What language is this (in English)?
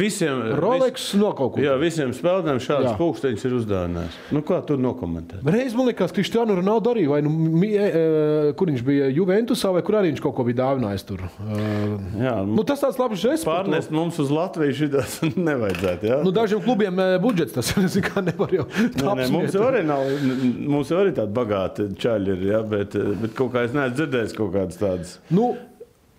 Latvian